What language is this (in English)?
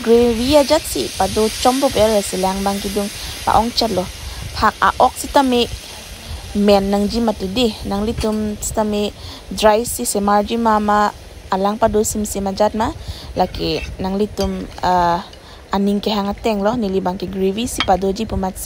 Karbi